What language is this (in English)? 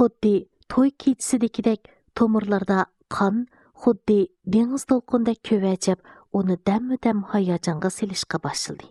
Uyghur